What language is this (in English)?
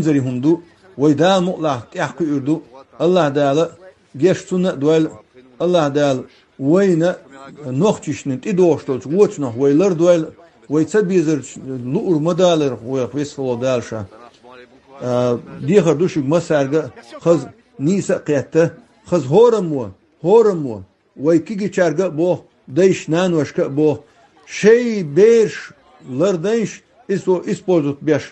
Chechen